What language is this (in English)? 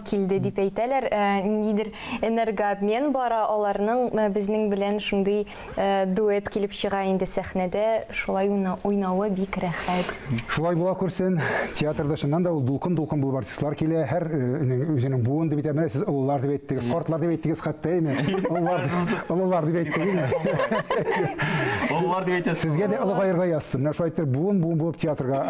Tatar